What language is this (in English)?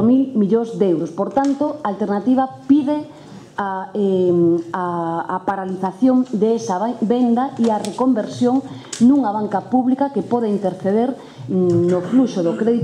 Galician